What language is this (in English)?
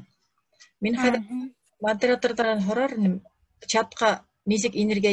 Bashkir